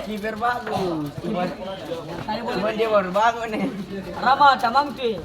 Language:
Ambonese Malay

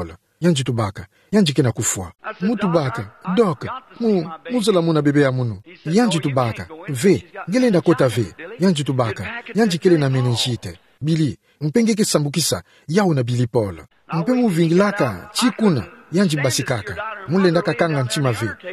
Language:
Kituba (Democratic Republic of Congo)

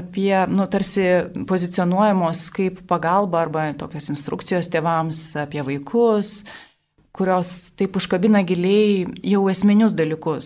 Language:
Lithuanian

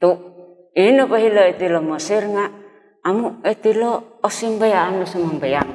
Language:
Central Dusun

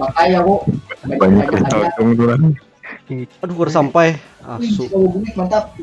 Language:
Banjar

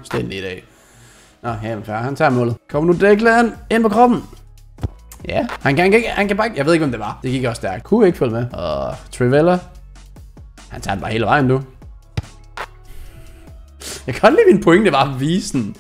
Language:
Danish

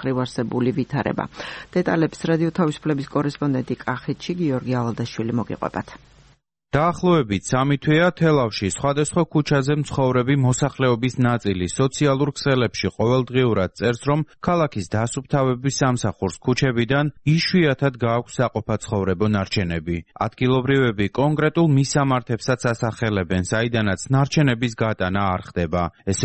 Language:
Georgian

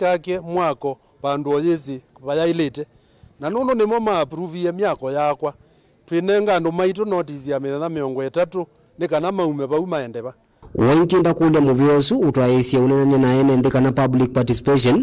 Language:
Kamba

